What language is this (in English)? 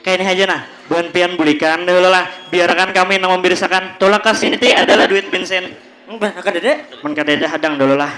Banjar